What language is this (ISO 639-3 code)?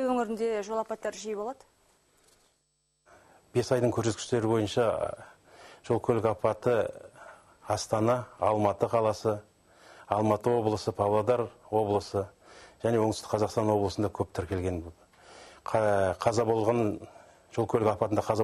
kaz